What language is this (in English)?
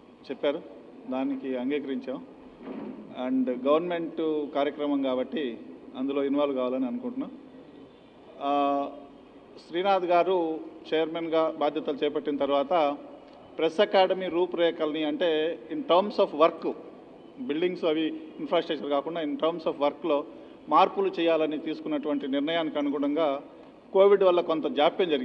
Telugu